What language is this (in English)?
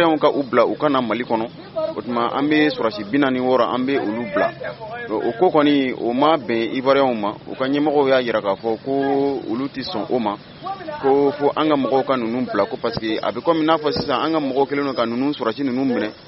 Bambara